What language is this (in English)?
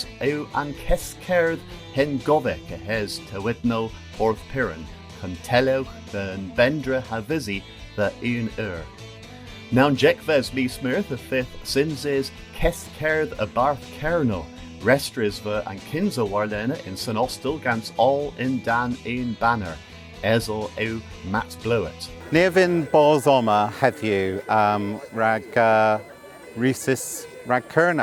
Cornish